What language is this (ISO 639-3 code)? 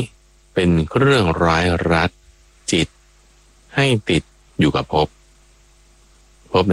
tha